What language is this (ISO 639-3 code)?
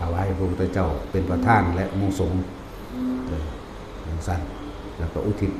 tts